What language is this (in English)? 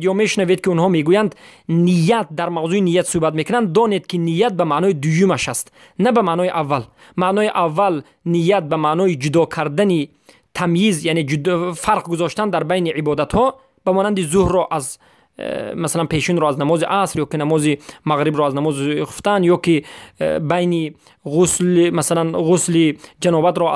Persian